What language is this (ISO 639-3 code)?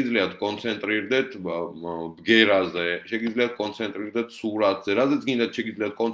kat